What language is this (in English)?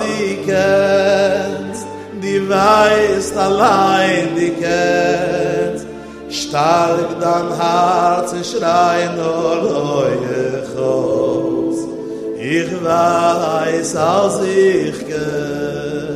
Yiddish